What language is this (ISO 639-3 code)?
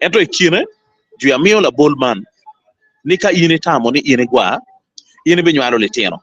ach